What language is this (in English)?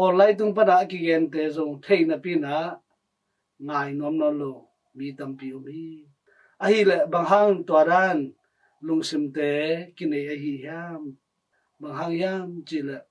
Tedim Chin